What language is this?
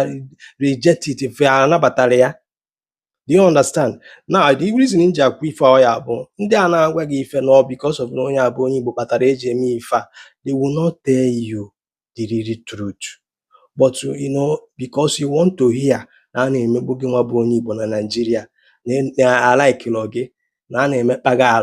Igbo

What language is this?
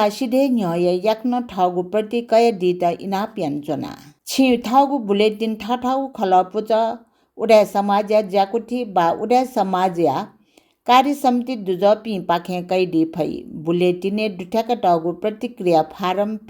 Newari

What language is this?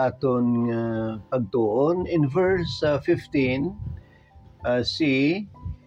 Hiligaynon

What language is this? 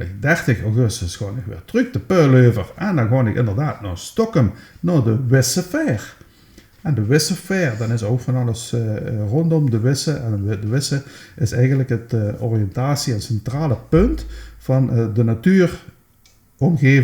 Limburgish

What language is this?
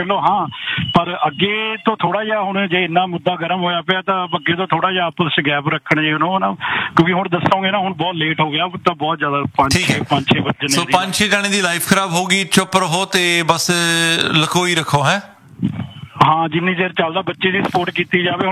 Punjabi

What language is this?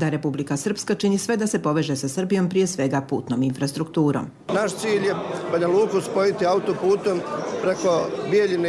Croatian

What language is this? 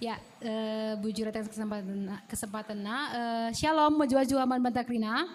Batak Karo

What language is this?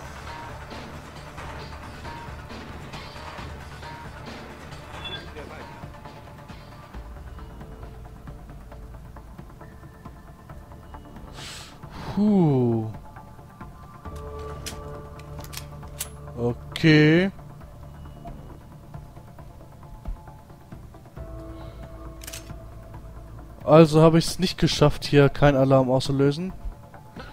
German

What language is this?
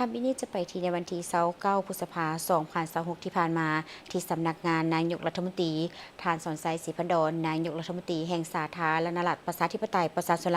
Lao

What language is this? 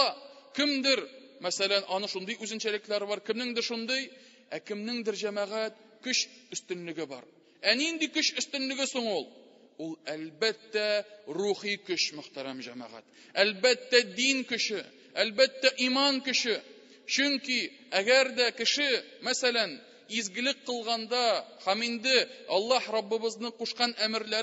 Tatar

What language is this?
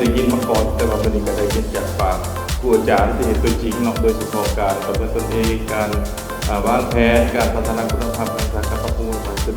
Lao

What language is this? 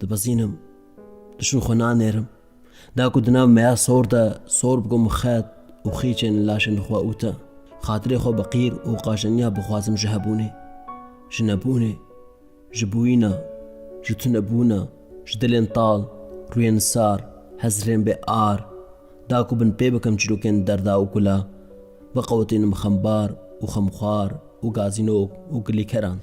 Kurdish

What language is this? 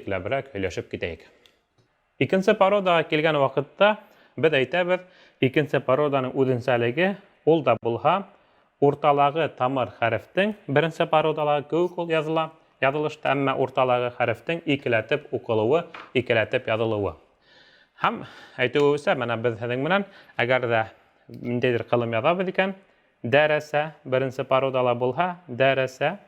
Bashkir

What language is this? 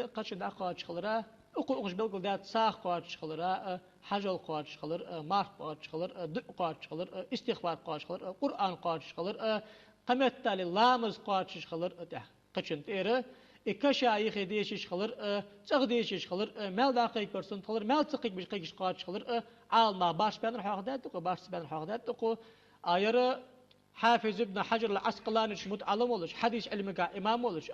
Ingush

